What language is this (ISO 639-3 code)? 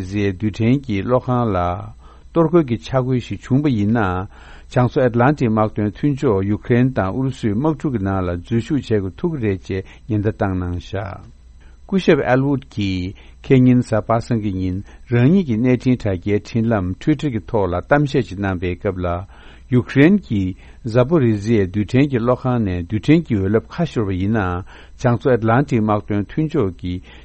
bod